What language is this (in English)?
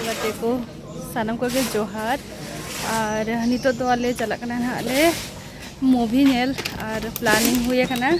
Santali